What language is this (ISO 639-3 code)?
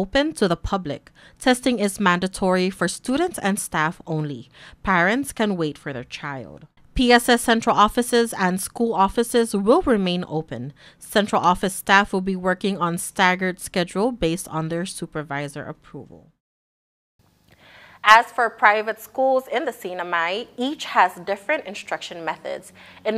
eng